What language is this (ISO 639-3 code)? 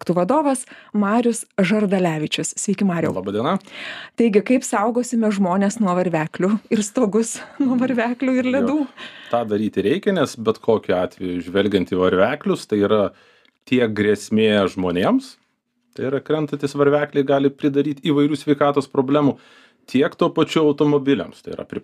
lit